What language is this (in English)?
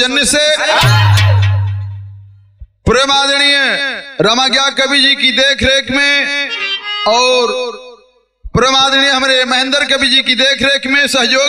Bhojpuri